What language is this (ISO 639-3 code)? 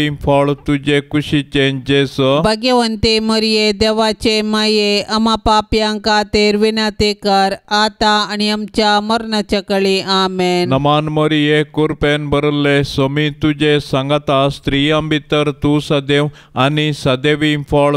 kok